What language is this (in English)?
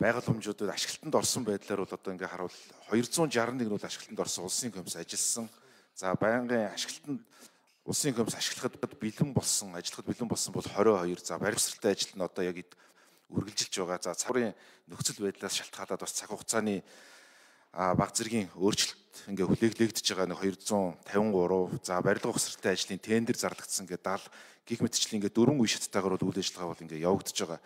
Mongolian